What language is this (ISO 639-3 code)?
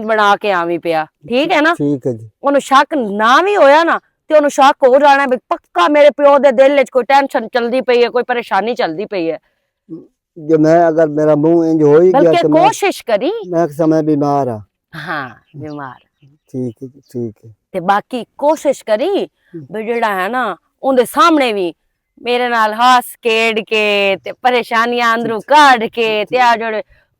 lah